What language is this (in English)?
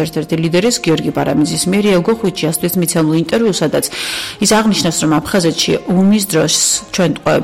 Georgian